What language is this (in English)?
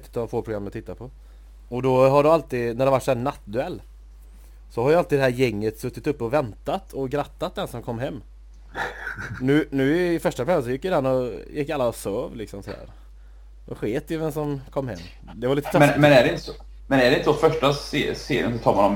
Swedish